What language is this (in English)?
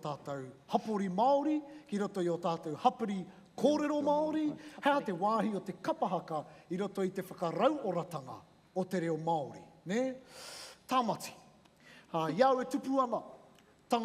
Māori